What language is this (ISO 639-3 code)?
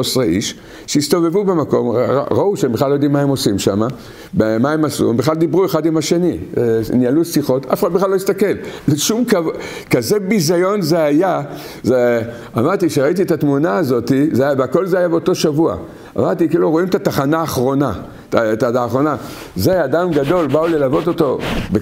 heb